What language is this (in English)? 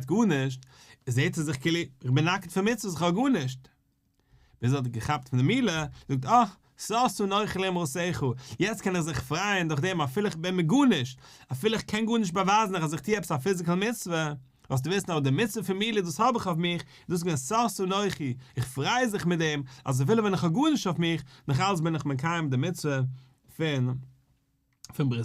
Yiddish